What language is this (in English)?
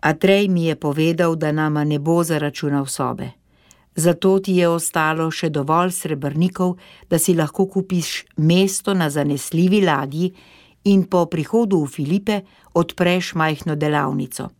Slovenian